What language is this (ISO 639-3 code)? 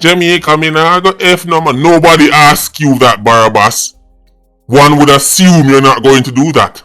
jam